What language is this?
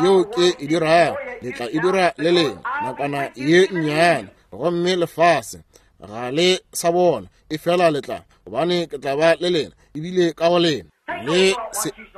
Northern Sotho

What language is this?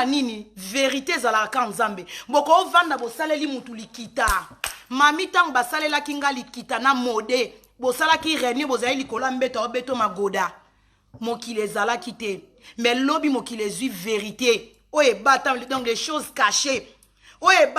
Lingala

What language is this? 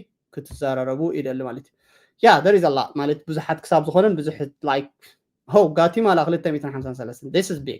Tigrinya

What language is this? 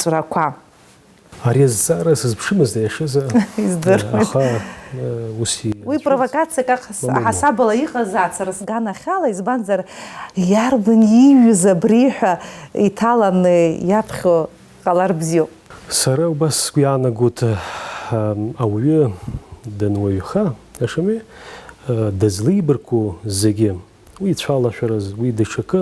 Abkhazian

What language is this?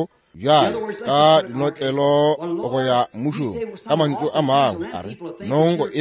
Northern Sotho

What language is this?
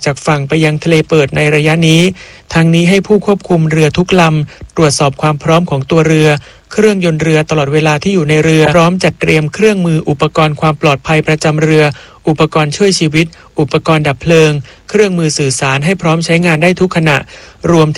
Thai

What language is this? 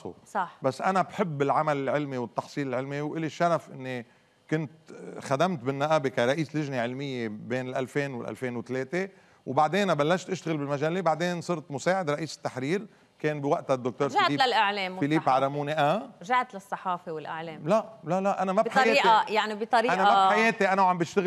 North Levantine Arabic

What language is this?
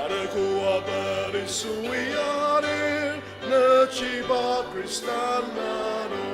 Ao Naga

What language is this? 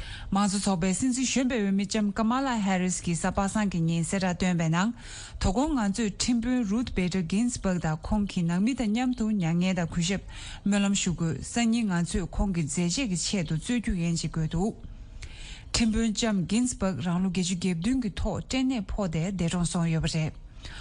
Tibetan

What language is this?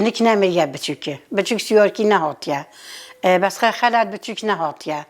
Kurdish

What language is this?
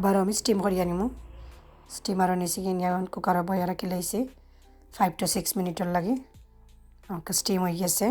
Sylheti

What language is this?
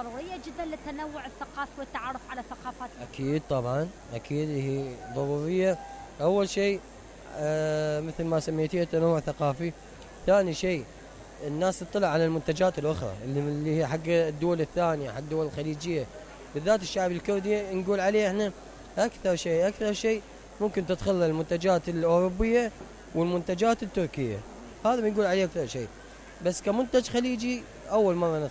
Mesopotamian Arabic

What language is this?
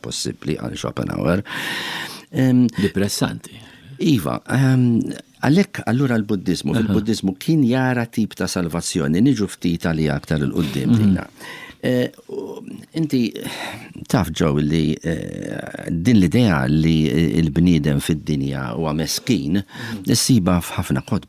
Maltese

